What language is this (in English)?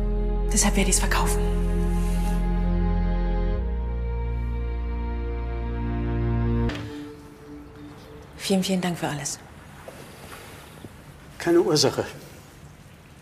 German